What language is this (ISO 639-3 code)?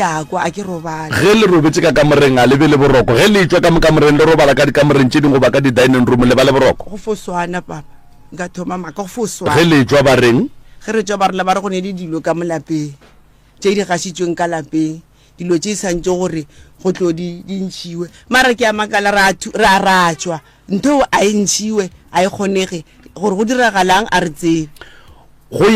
nso